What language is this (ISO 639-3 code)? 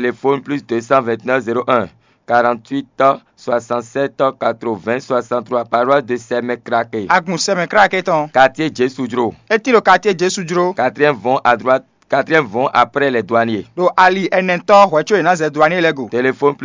fon